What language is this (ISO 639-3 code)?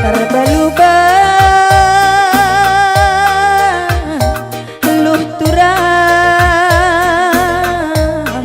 btx